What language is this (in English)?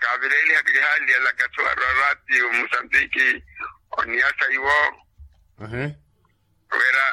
Makhuwa